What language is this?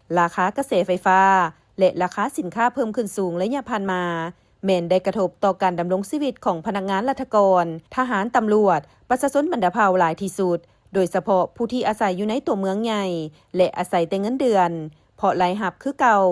Lao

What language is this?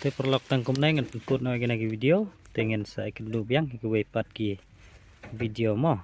Khasi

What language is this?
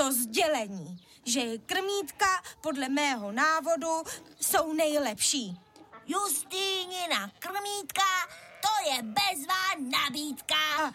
Czech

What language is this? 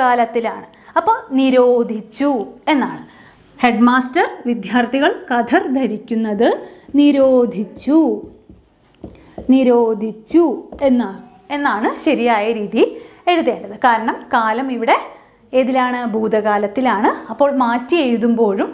Malayalam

